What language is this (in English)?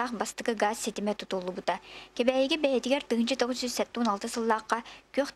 Yakut